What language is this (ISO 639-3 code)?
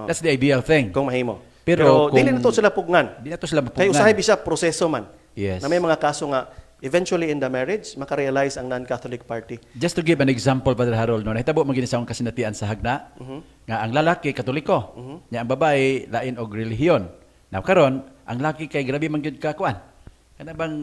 ceb